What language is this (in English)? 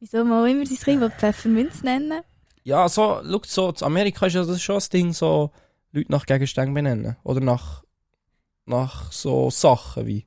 Swiss German